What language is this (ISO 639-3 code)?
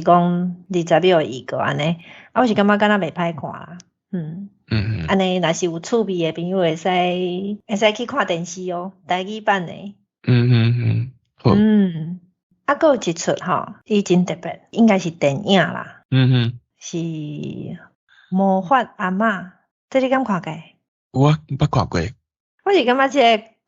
nan